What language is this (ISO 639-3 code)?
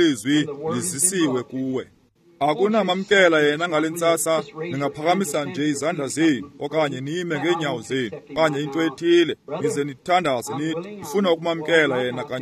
xho